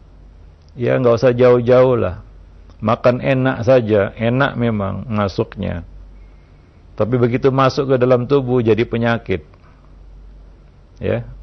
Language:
Indonesian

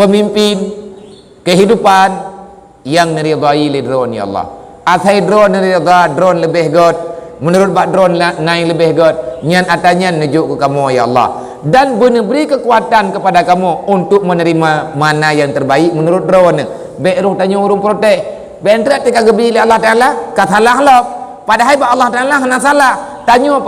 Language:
Achinese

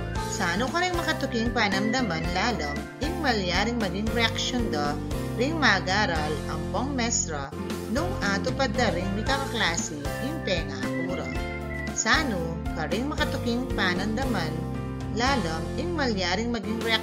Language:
Pampanga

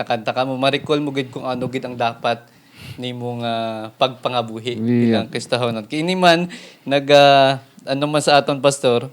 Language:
Hiligaynon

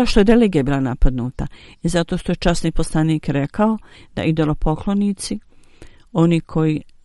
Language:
Bosnian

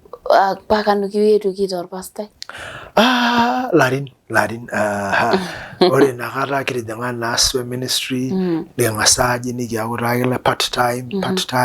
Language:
Masai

